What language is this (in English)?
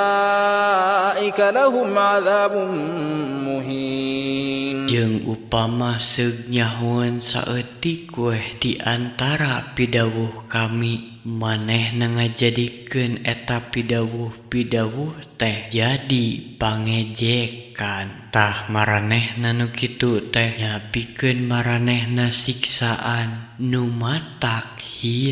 Sundanese